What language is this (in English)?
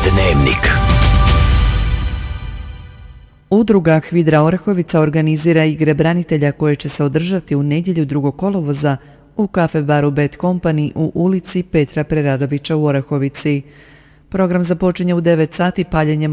Croatian